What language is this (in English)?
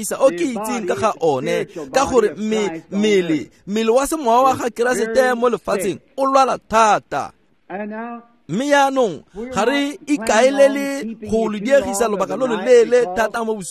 Tswana